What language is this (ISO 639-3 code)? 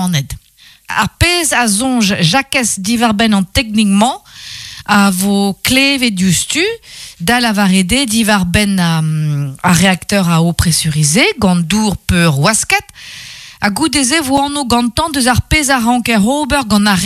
bre